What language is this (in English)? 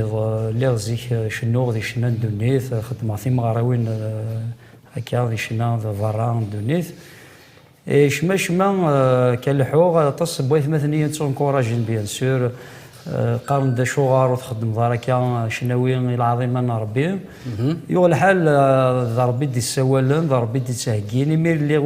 Kabyle